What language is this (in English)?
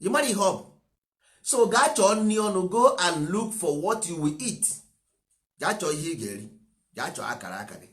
Igbo